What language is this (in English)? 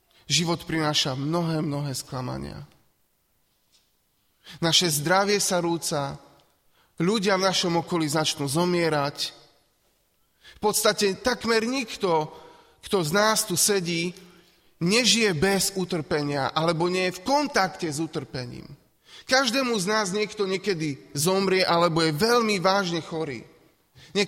Slovak